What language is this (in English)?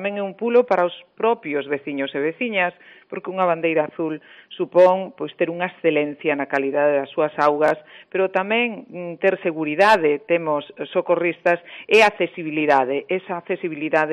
Galician